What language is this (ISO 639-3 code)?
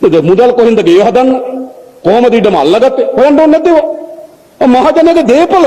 sin